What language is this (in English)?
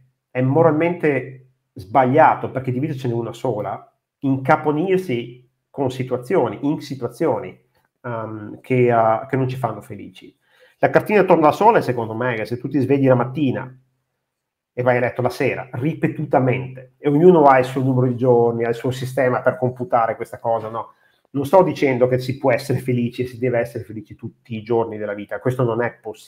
Italian